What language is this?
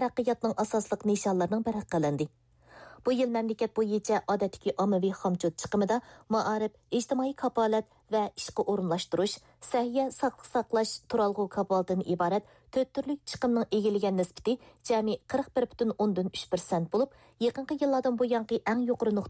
Uyghur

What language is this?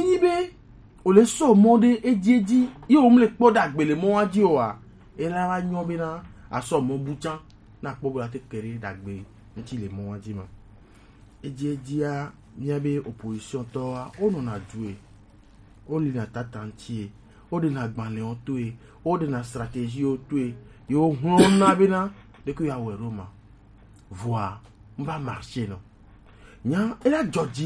Gen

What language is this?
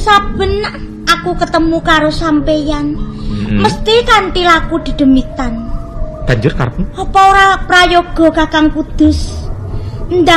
Javanese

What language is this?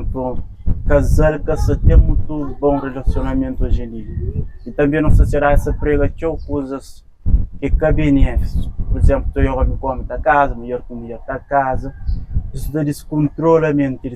Kabuverdianu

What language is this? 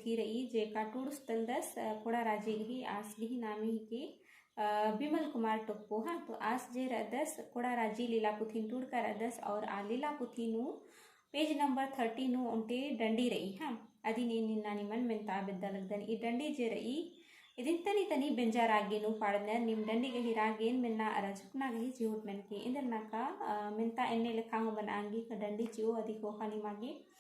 Kurukh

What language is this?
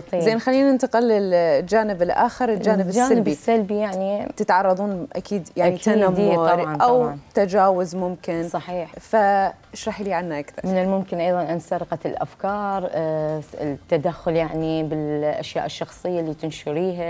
Mesopotamian Arabic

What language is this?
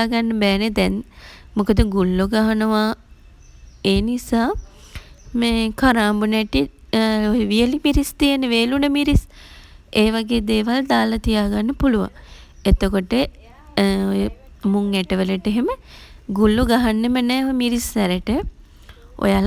Sinhala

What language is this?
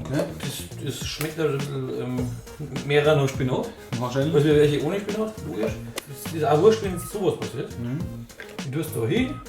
Bavarian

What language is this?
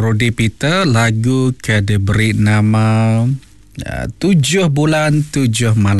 Iban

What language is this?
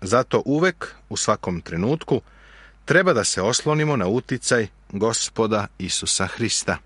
Serbian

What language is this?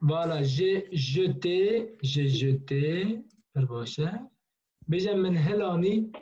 Kurdish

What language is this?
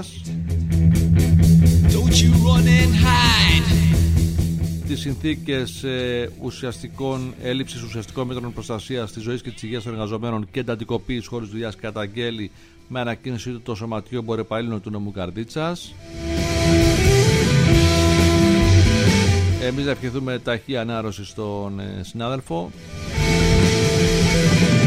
Greek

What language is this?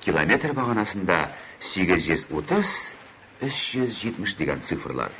Tatar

